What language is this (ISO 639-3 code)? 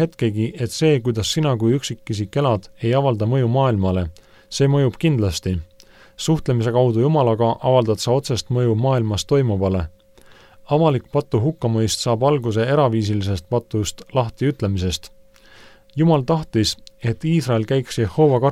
est